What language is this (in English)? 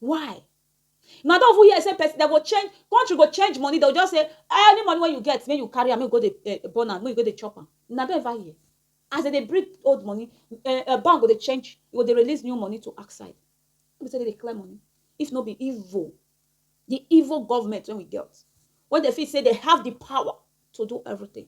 Nigerian Pidgin